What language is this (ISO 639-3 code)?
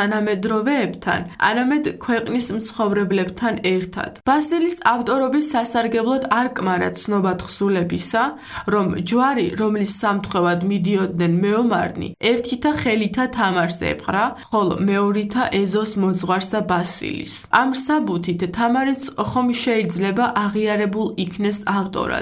kat